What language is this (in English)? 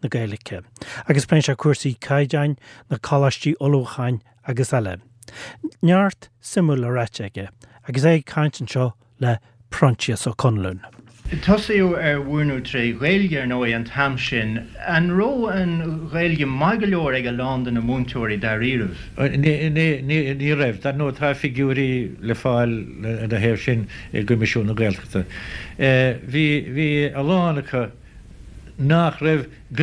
Irish